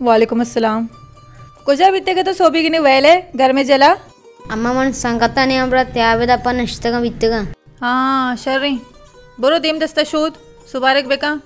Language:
Baluchi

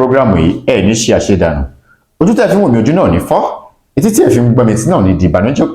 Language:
Yoruba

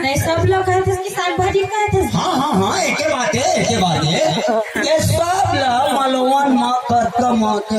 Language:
Sadri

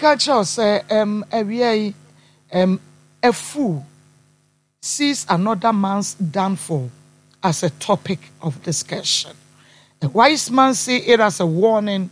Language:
Akan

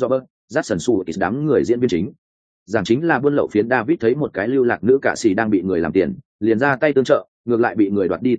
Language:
Vietnamese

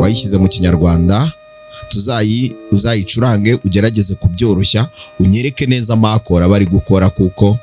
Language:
Kinyarwanda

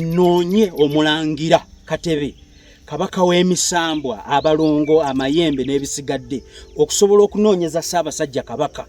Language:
Ganda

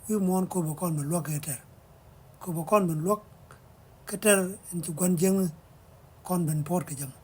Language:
Nuer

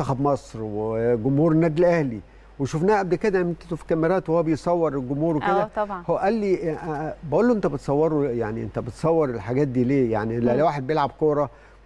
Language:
Egyptian Arabic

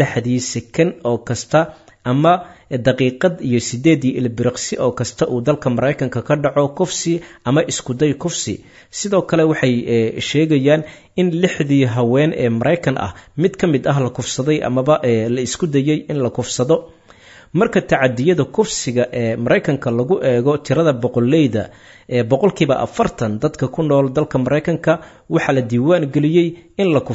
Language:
Somali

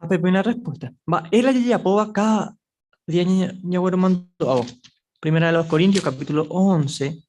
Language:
Guarani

